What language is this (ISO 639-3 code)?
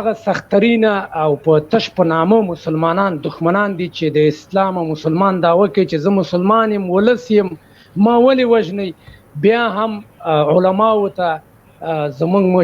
pus